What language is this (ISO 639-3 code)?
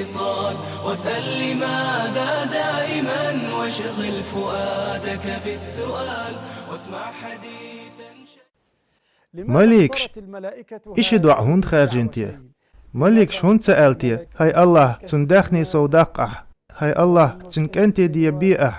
che